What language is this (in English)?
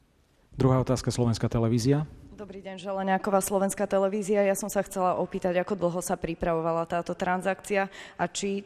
Slovak